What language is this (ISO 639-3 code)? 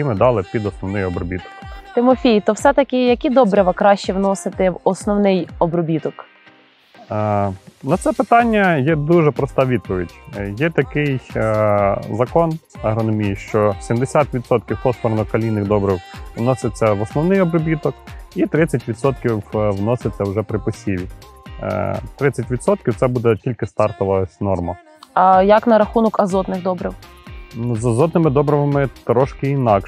ukr